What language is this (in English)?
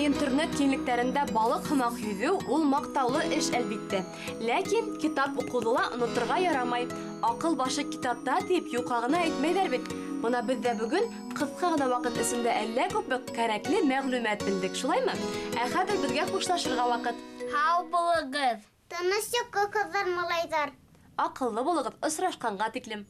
Bashkir